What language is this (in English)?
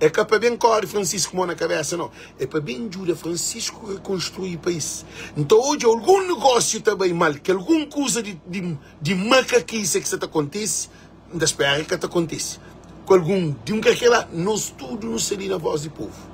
Kabuverdianu